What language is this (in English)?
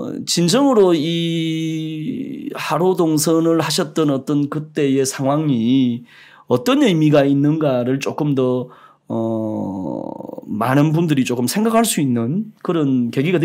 Korean